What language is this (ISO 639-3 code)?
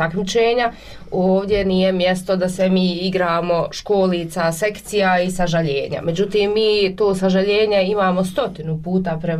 bos